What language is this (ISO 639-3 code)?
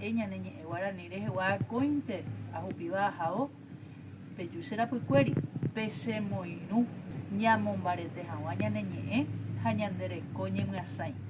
grn